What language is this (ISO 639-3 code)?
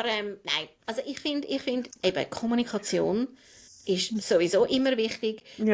gsw